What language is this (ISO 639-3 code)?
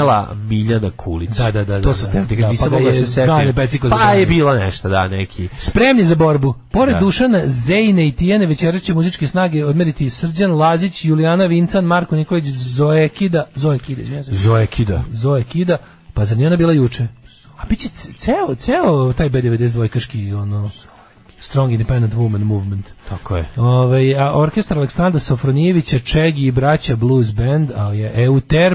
srp